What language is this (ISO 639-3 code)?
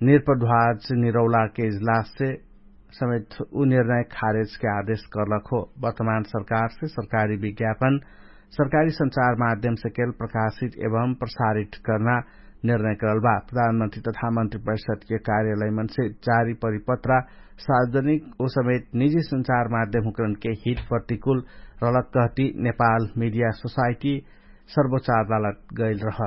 thl